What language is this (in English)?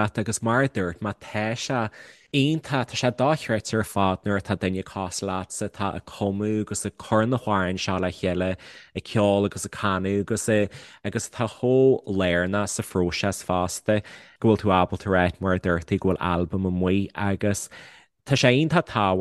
Irish